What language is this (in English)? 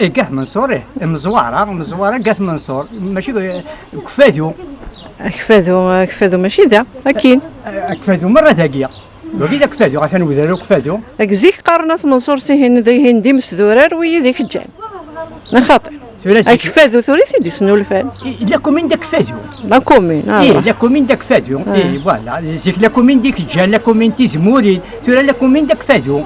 Kabyle